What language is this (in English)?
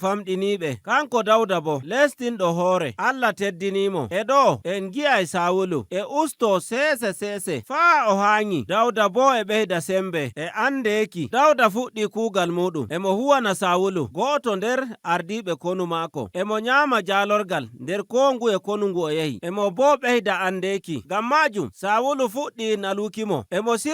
Nigerian Fulfulde